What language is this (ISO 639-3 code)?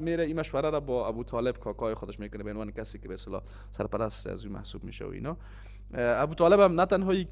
fas